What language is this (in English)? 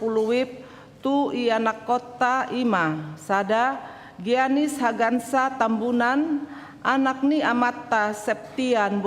Batak Toba